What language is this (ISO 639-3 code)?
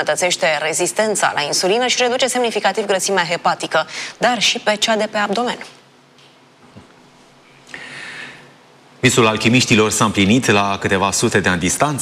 ron